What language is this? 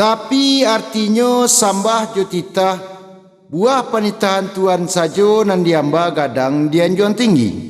Minangkabau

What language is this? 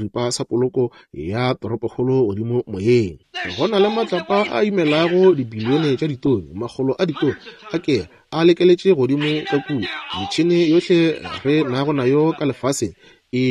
Northern Sotho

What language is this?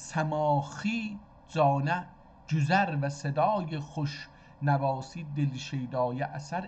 South Azerbaijani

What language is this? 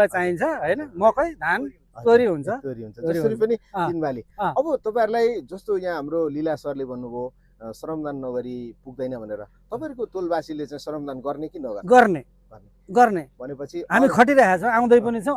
Nepali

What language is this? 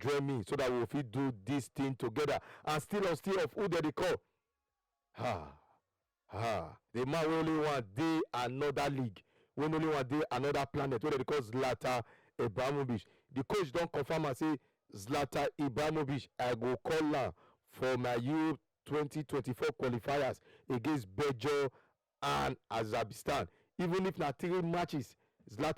Nigerian Pidgin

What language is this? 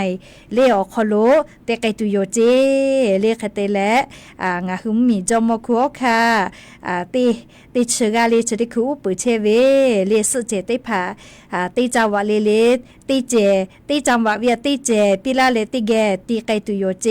Lahu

